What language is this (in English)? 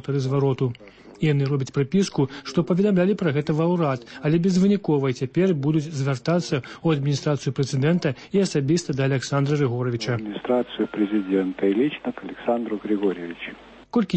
Belarusian